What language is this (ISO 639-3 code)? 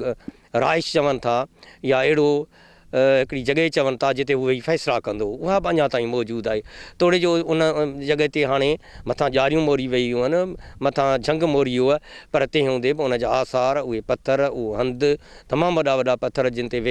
snd